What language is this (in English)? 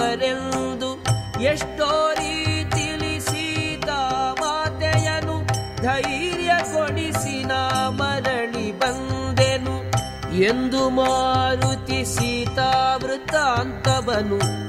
Kannada